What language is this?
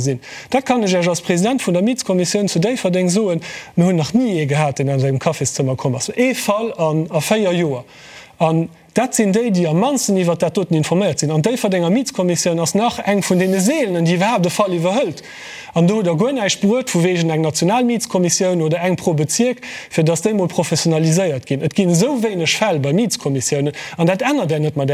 Luxembourgish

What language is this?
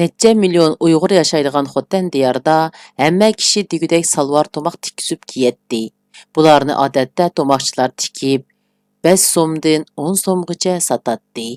Uyghur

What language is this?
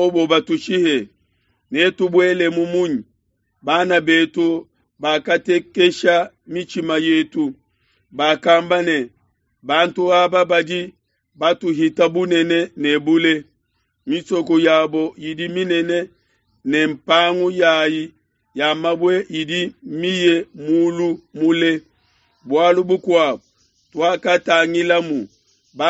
Luba-Lulua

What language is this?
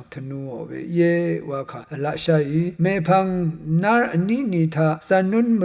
Rawang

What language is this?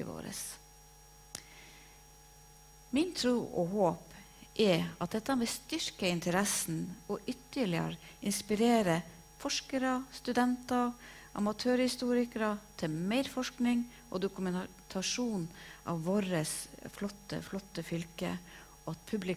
Norwegian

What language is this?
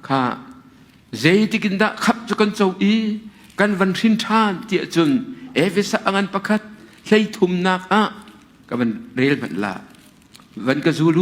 Hakha Chin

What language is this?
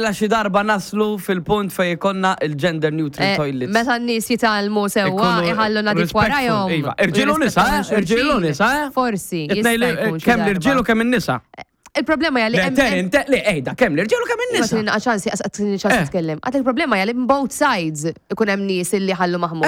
Maltese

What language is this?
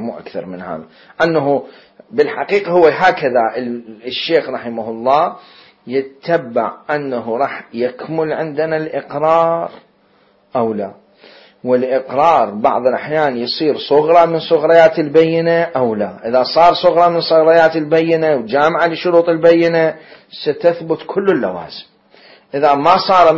Mesopotamian Arabic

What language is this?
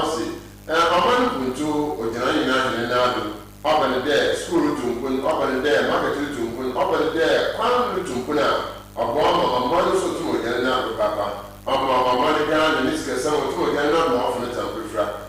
Akan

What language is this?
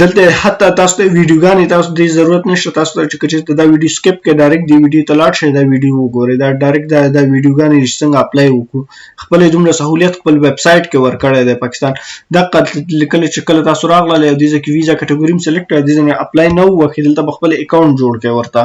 Pashto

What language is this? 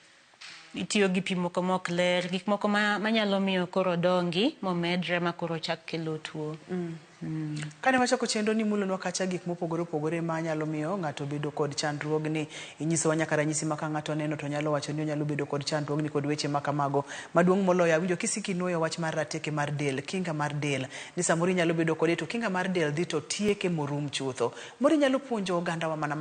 Luo (Kenya and Tanzania)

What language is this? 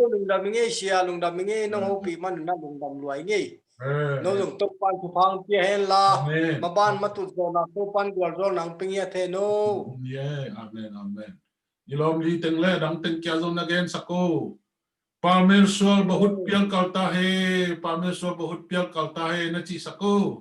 Tedim Chin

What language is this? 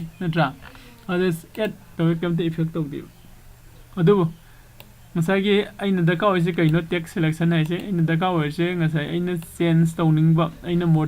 Manipuri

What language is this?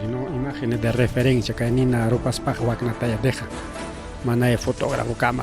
Ayacucho Quechua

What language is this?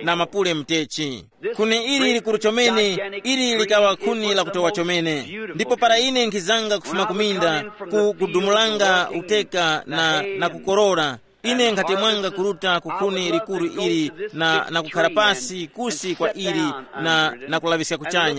Tumbuka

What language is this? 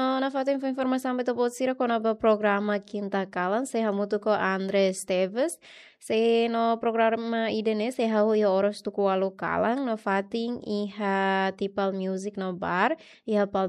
Tetum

